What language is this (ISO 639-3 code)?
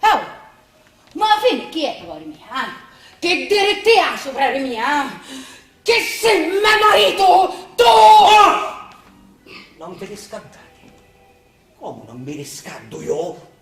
scn